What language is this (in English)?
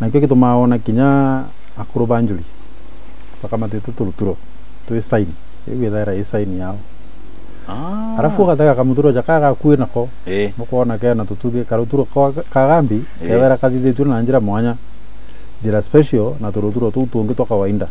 Meru